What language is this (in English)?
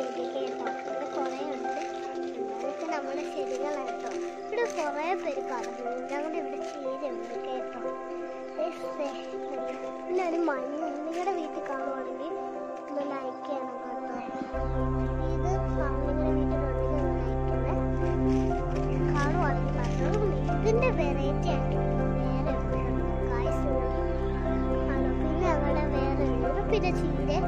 Malayalam